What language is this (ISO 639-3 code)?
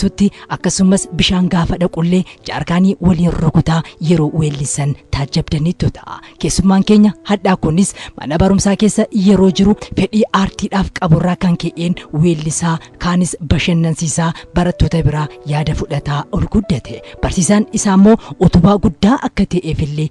orm